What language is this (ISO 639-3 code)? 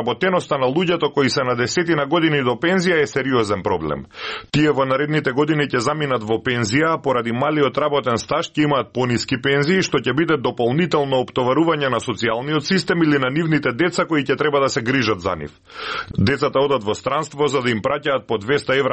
mkd